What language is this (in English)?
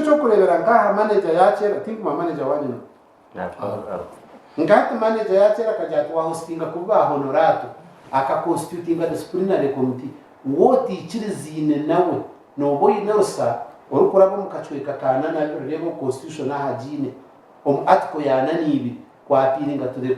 Nyankole